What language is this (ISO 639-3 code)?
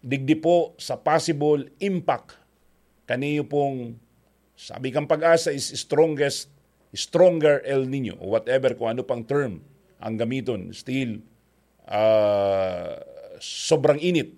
bik